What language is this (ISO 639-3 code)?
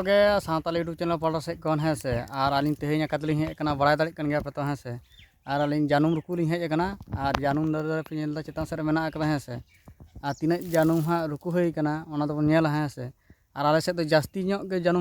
sat